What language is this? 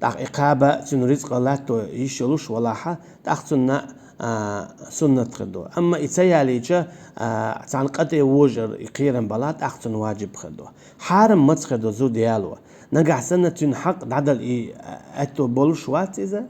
Chechen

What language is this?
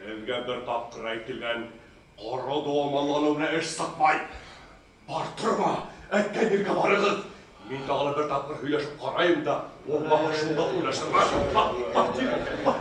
Bashkir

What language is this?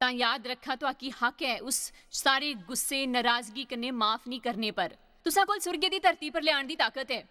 Dogri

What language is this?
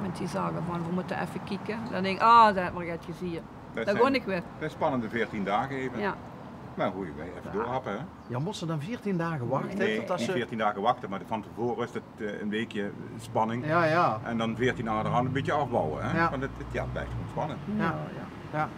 Limburgish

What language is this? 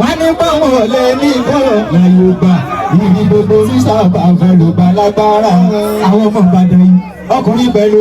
Yoruba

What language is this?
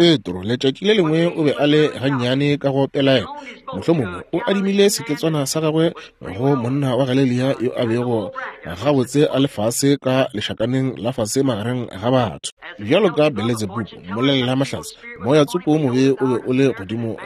Northern Sotho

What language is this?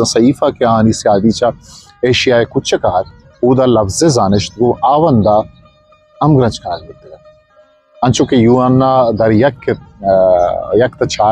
Eastern Balochi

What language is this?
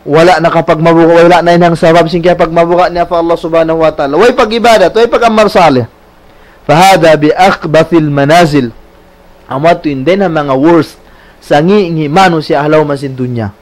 Tausug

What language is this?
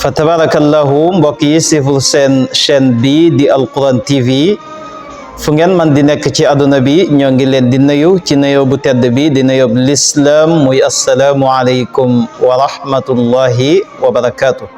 Wolof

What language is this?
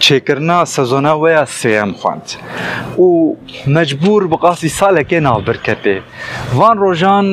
Kurdish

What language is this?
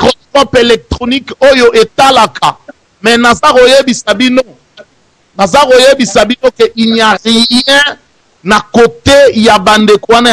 Lingala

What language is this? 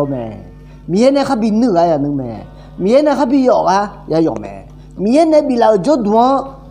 Akha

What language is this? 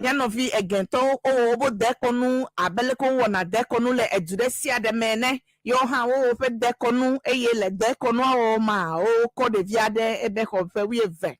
Ewe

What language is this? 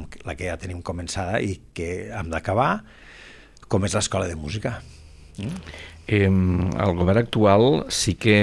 Catalan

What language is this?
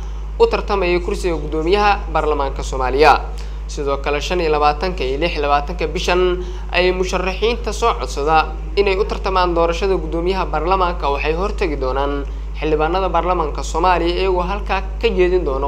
Somali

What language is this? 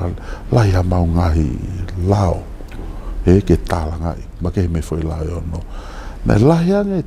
Tongan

